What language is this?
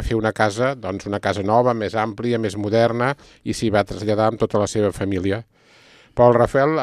Catalan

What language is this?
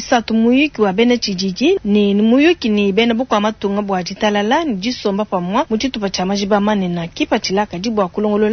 Luba-Lulua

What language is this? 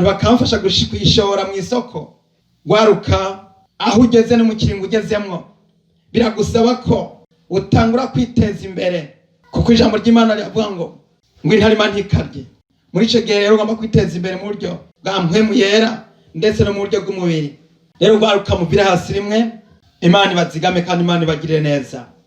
Rundi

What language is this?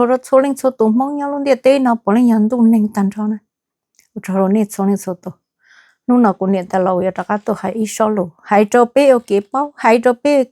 Hmong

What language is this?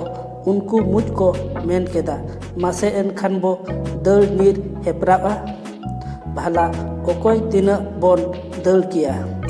Santali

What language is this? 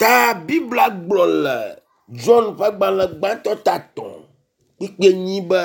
Ewe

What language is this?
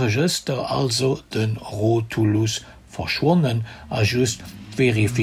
Luxembourgish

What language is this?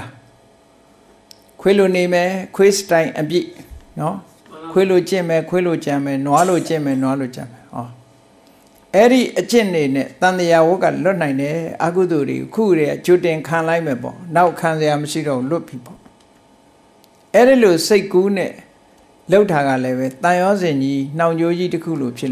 Burmese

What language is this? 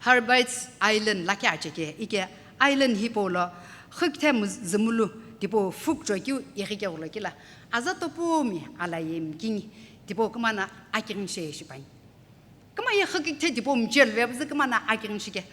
Sumi Naga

